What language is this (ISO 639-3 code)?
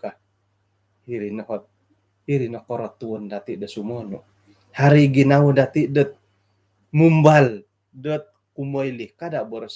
dtp